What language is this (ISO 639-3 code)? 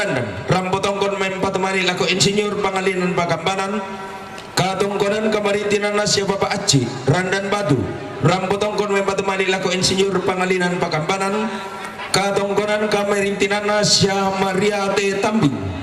sda